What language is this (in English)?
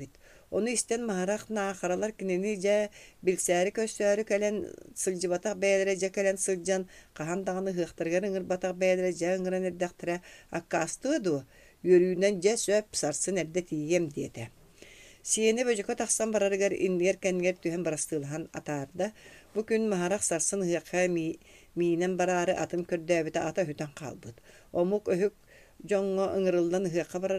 Yakut